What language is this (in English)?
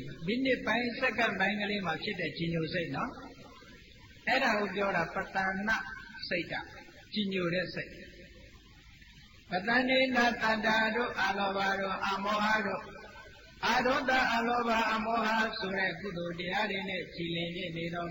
Burmese